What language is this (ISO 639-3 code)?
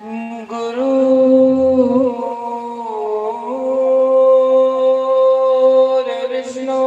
doi